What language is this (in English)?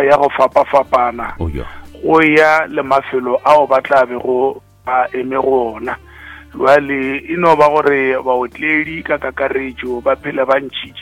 Northern Sotho